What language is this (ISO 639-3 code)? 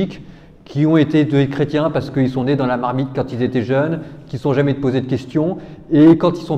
fra